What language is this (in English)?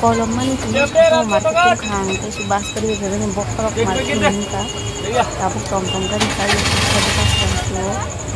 Kok Borok